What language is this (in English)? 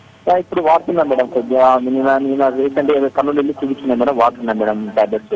Telugu